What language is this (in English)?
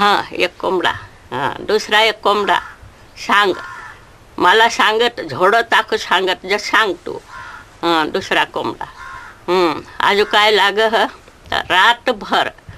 Gujarati